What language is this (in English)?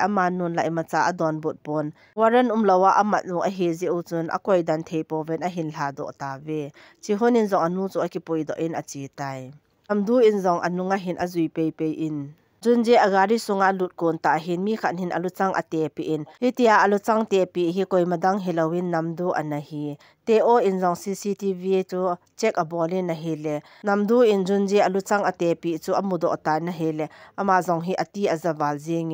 Thado Chin